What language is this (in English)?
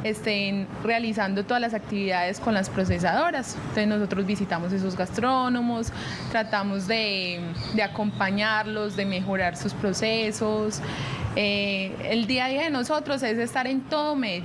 Spanish